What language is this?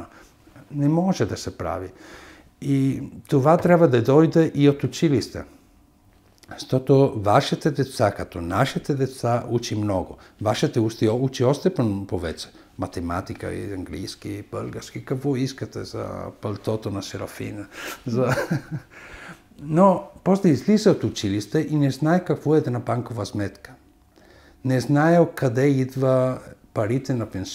Bulgarian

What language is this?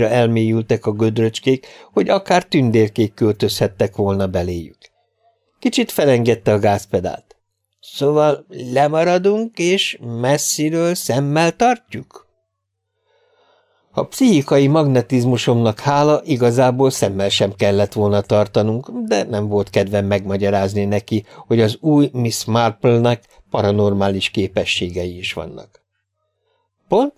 Hungarian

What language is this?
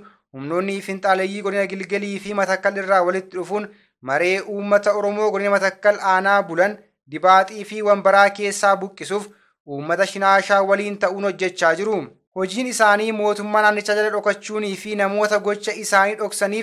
Oromo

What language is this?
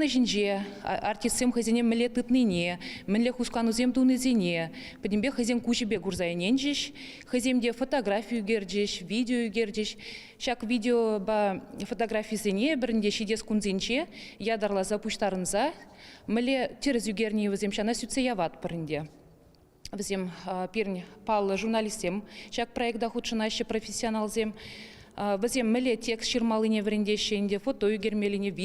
Chuvash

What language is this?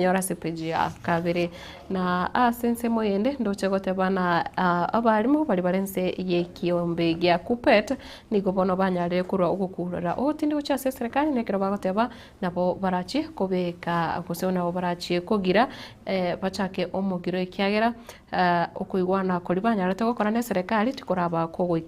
Gusii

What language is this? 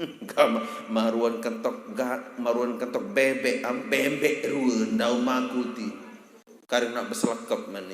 Sasak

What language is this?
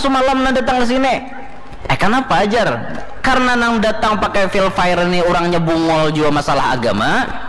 Banjar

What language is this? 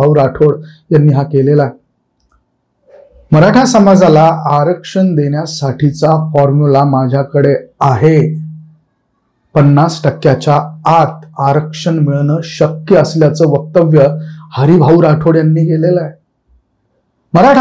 Marathi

